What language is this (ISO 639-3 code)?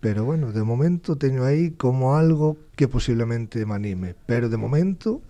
glg